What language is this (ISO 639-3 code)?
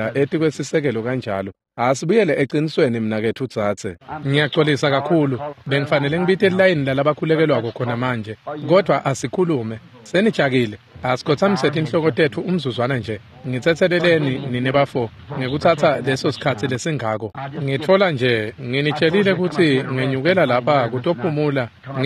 ssw